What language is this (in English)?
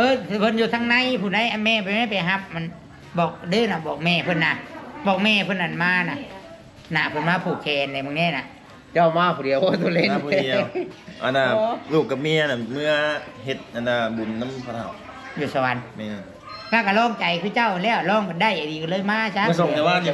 Northeastern Thai